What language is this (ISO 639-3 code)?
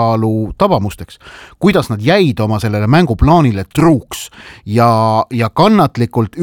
est